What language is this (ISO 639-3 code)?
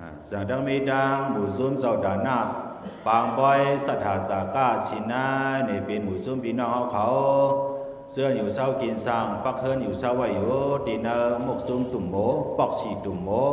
shn